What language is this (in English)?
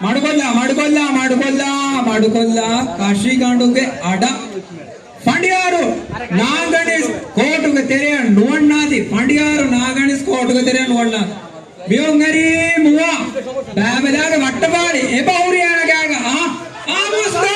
Divehi